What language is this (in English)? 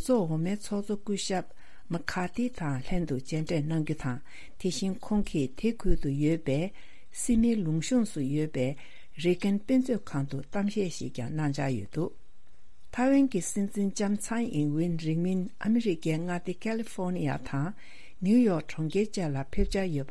Tibetan